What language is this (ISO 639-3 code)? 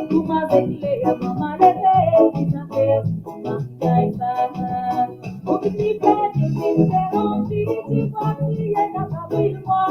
mfe